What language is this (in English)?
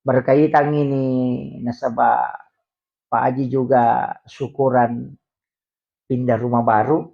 Buginese